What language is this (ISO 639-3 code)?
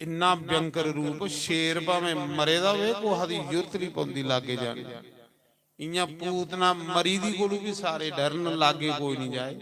doi